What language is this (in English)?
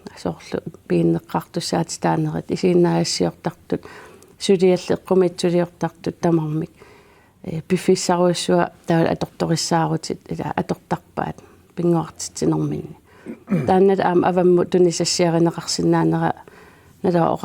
Kalaallisut